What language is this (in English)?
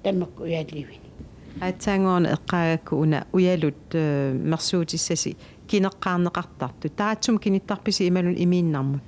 Kalaallisut